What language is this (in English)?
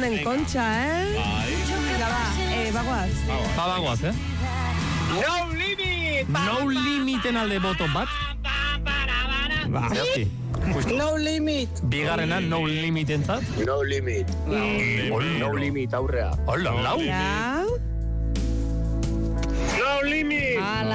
Basque